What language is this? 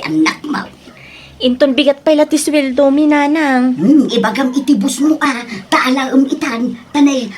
Iloko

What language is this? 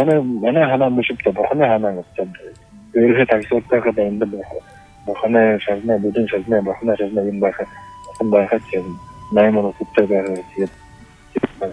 Buriat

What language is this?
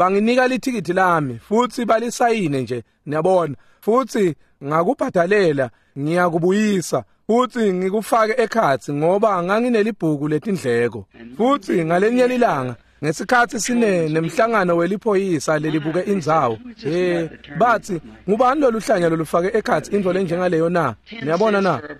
Swati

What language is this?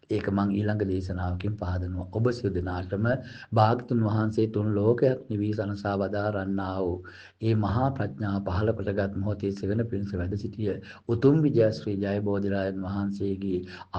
Sinhala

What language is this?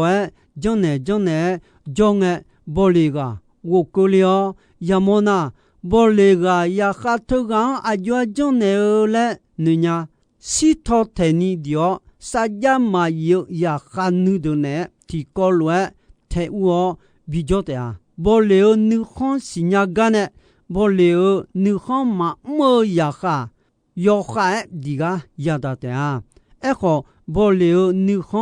Akha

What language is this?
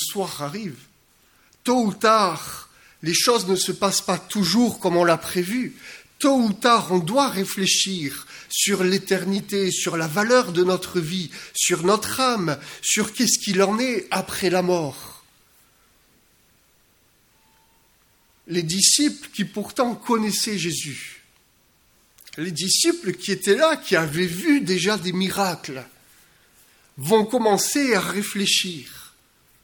French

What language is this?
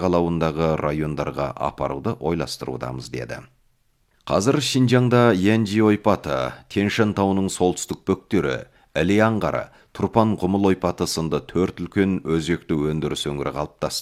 Kazakh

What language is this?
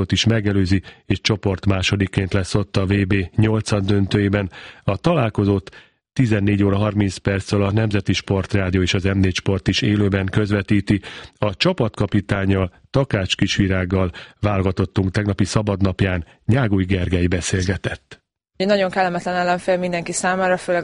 Hungarian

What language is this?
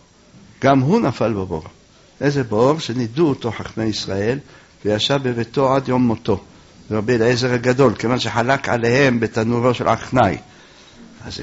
Hebrew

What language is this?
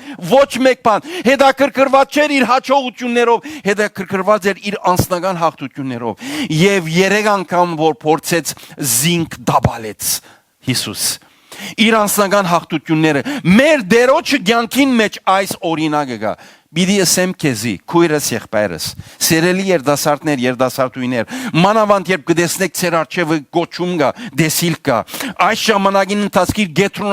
Western Armenian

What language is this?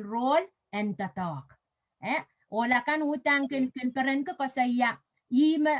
Pohnpeian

